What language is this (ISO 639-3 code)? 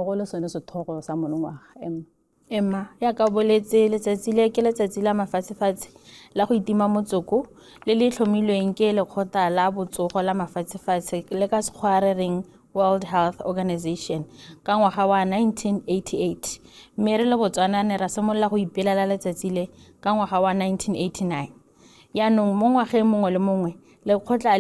tsn